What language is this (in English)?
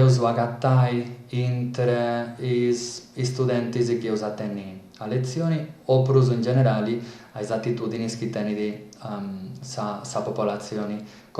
Sardinian